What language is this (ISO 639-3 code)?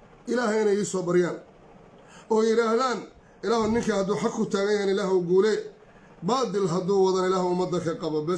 som